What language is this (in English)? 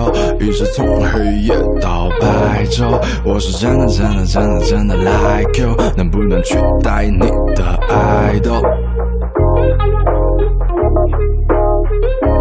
Chinese